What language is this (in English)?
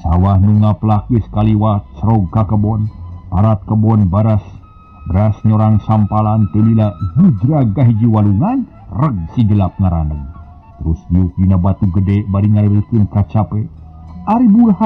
Sundanese